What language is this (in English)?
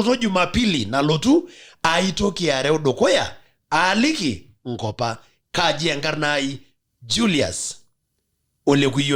Masai